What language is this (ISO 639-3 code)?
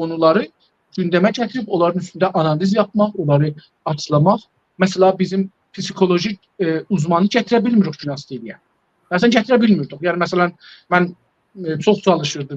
azb